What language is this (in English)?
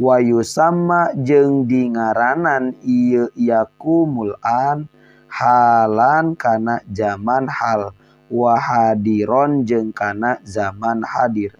Sundanese